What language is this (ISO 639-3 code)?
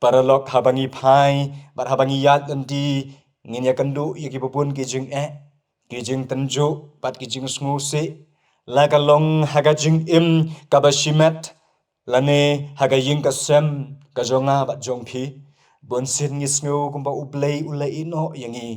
kha